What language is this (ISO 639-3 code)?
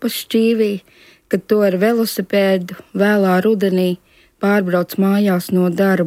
lav